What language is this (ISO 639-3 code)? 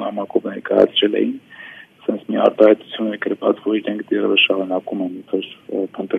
hye